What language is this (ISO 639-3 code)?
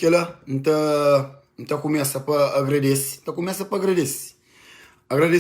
kea